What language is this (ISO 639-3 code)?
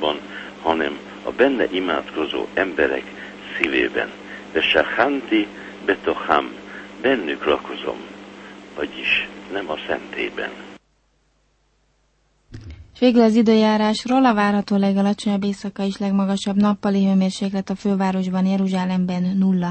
hun